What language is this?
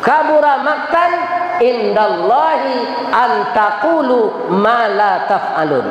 Minangkabau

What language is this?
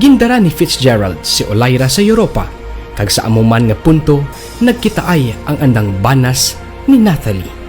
Kinaray-a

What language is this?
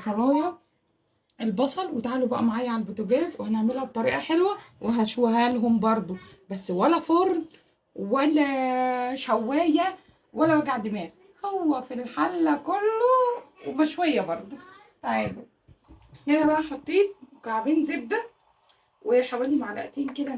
Egyptian Arabic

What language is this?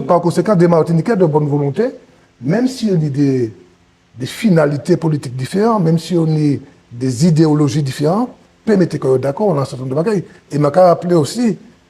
Guadeloupean Creole French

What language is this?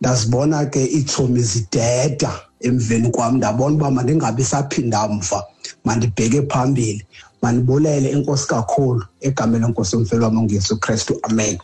Xhosa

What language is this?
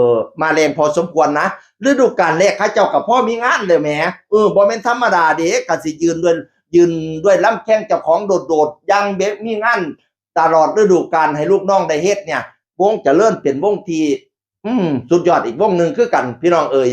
Northeastern Thai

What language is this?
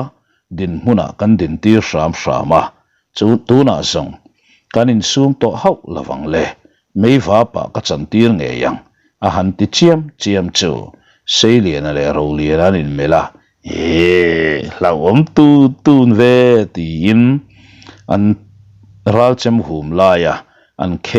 Mizo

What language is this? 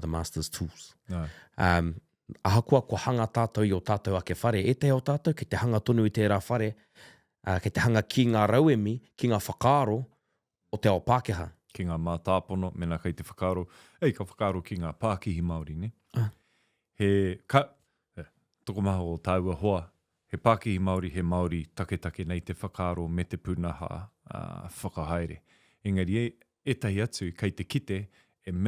Māori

